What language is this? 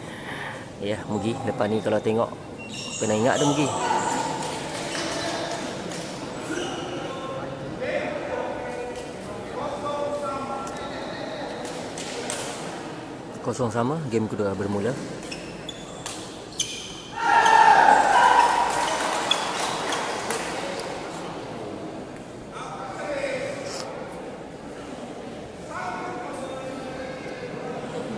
Malay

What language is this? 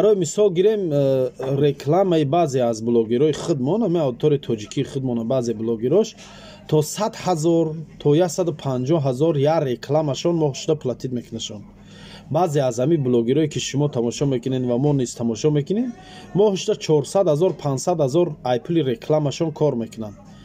Tajik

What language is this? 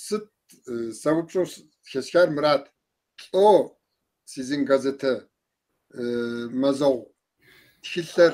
Kabardian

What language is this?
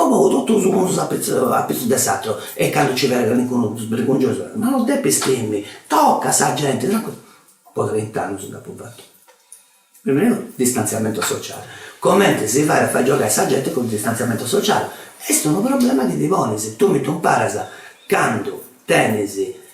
Sardinian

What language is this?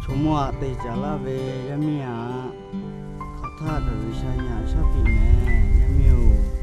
Lahu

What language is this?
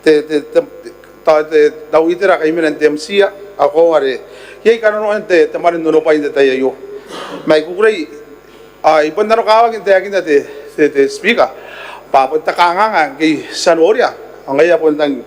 Gilbertese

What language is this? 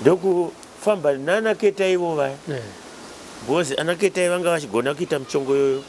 Shona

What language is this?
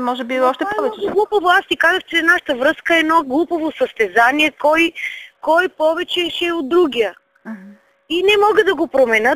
Bulgarian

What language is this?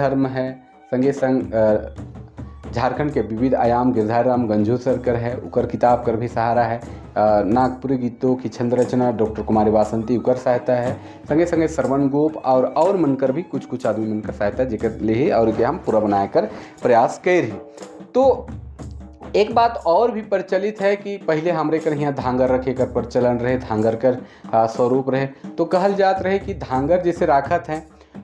Sadri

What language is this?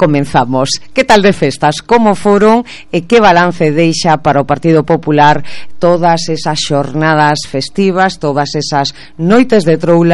Galician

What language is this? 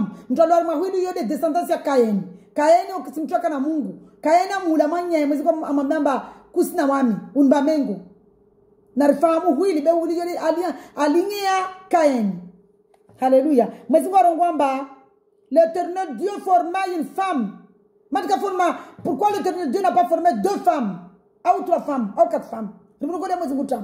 Swahili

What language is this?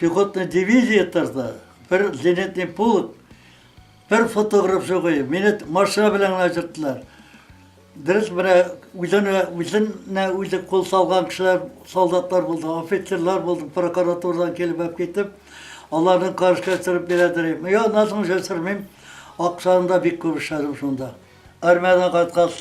Tatar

